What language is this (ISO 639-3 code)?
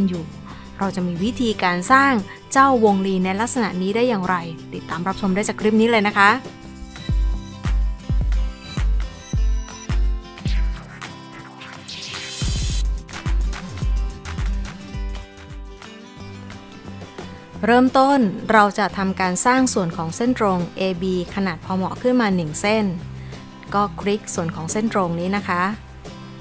tha